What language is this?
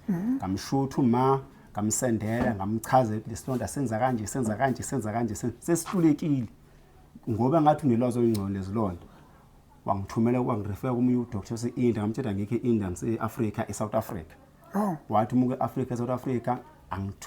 Zulu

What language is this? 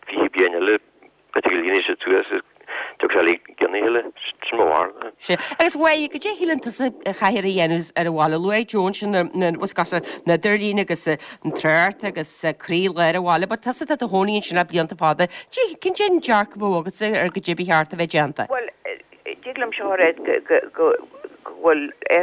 Irish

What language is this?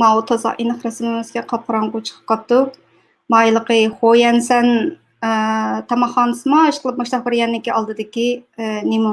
Uyghur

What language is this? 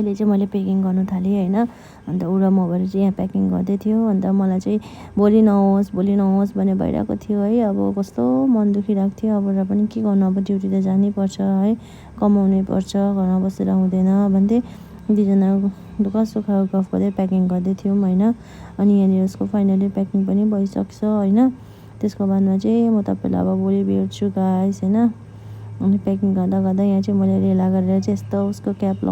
Nepali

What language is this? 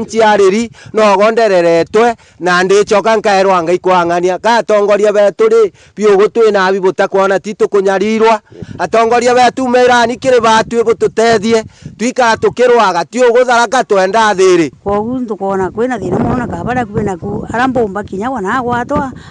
Meru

